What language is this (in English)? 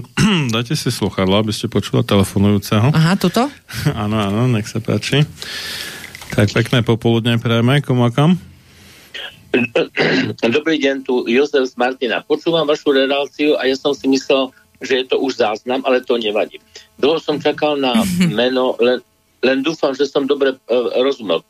Slovak